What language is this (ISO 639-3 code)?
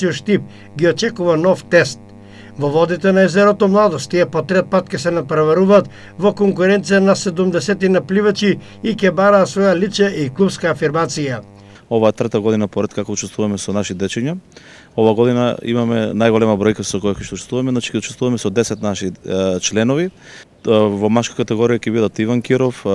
mkd